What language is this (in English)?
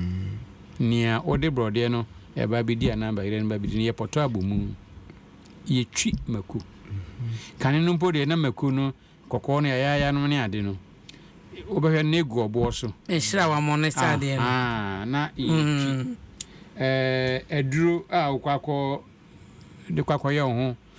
Akan